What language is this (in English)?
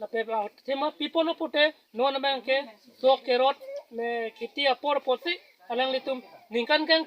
Karbi